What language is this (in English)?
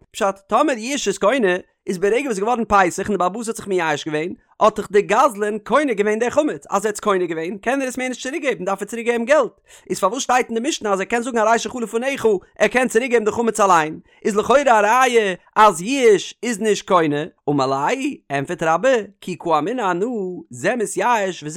Yiddish